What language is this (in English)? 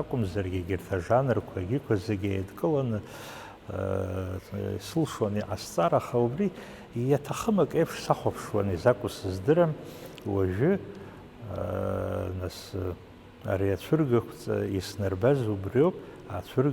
Abkhazian